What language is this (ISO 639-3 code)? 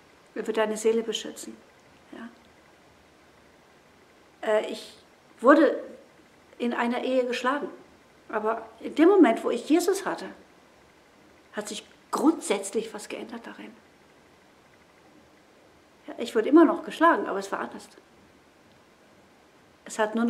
deu